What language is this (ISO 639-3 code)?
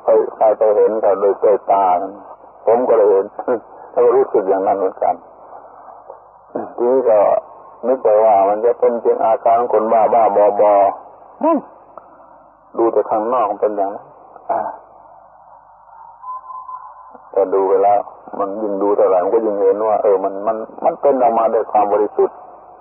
tha